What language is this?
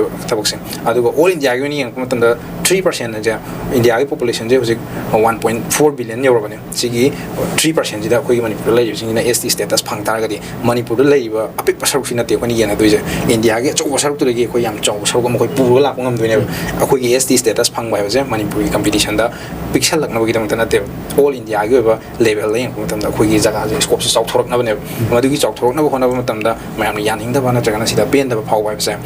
Manipuri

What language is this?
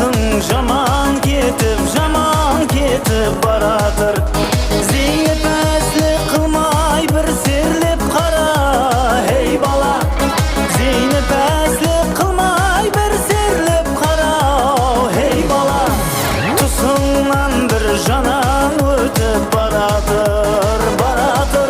Kara-Kalpak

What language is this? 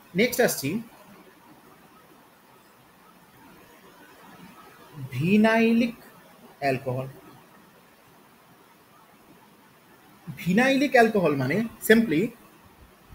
Bangla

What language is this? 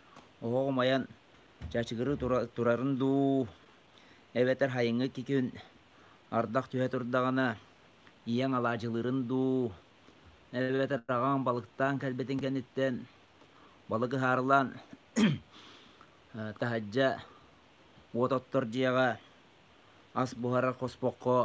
Yakut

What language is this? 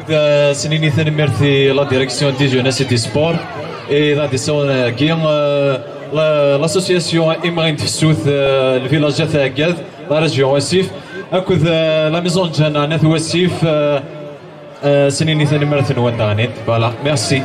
Kabyle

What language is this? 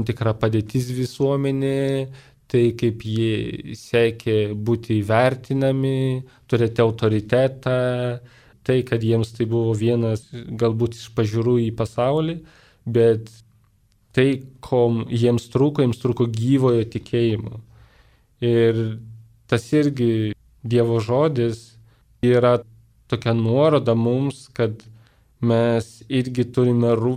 Lithuanian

